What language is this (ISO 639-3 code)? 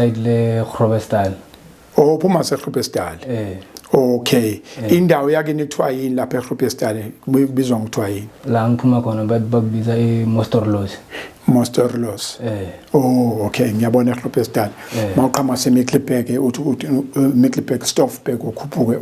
zul